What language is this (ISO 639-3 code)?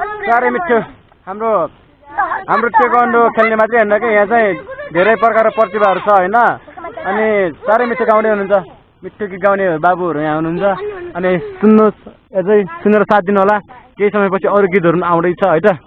nep